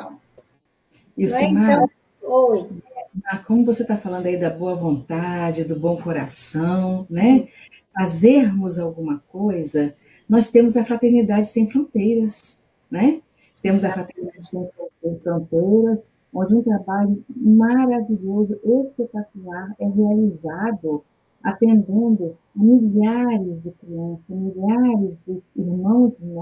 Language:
Portuguese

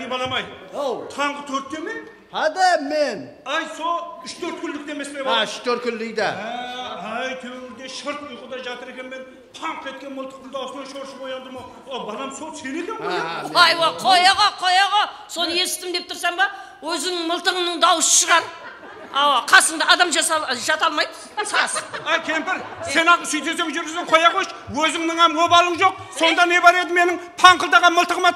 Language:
Kara-Kalpak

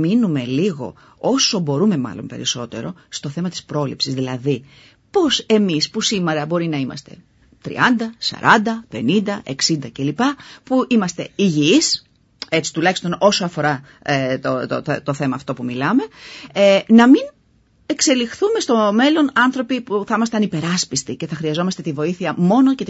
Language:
Greek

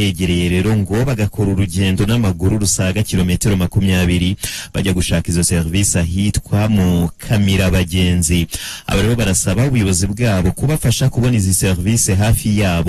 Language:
Kinyarwanda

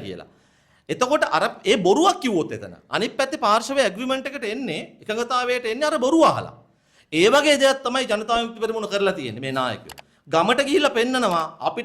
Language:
Sinhala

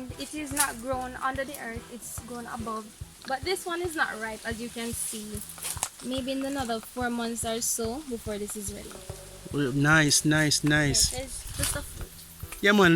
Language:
Jamaican Creole English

